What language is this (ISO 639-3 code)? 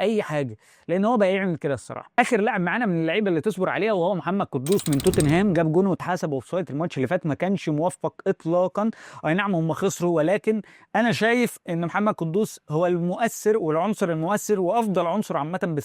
arz